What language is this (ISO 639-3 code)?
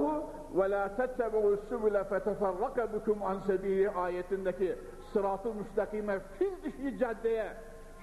tur